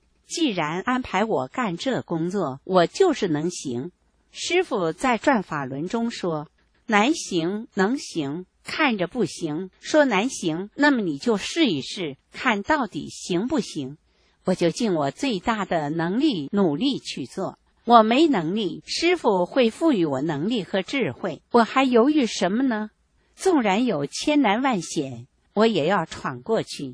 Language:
Chinese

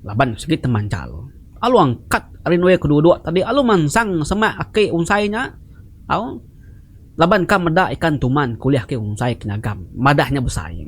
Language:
Iban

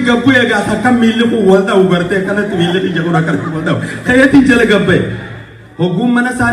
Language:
Oromo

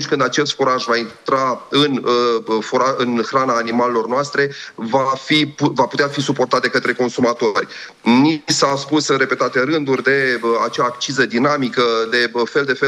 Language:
Romanian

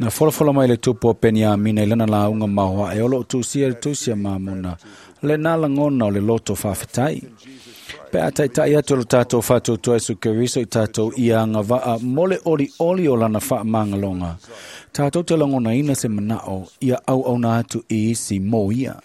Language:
Samoan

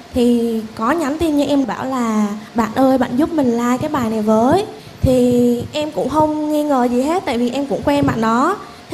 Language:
Vietnamese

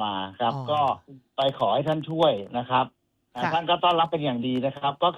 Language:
Thai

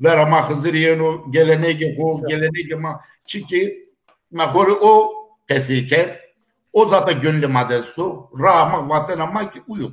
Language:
Zaza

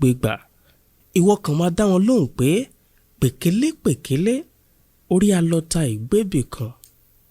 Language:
Yoruba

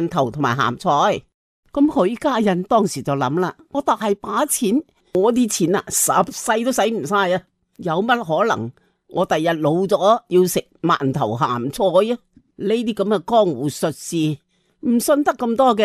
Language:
Cantonese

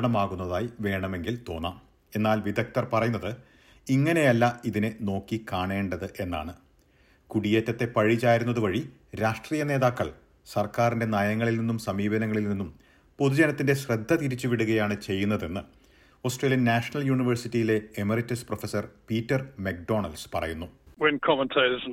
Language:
Malayalam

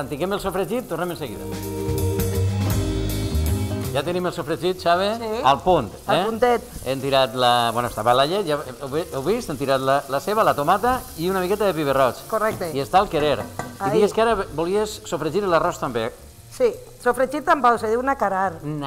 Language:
Catalan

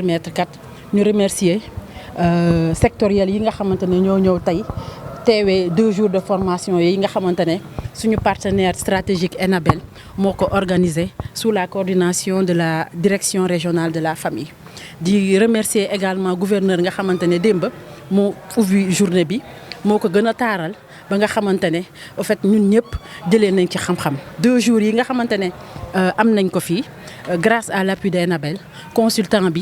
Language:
Wolof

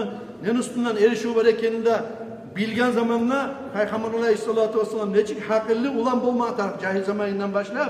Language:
Kumyk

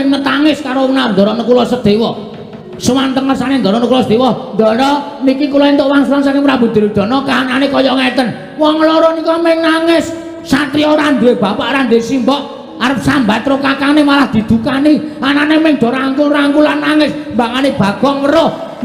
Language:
Javanese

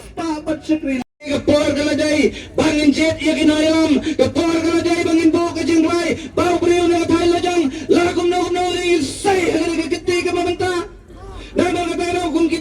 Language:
Khasi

